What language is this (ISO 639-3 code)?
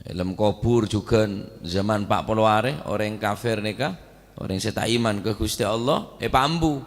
mad